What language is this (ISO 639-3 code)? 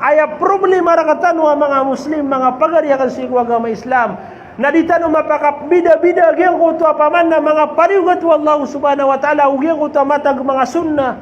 mrw